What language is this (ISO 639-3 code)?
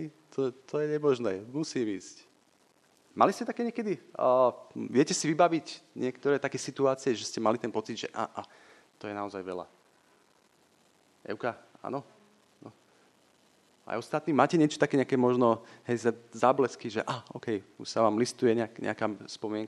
slk